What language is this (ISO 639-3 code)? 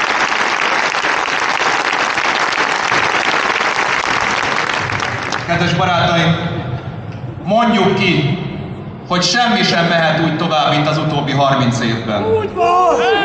hun